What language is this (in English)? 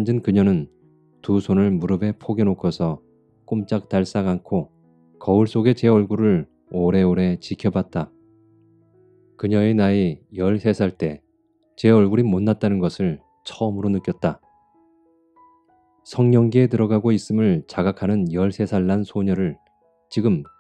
Korean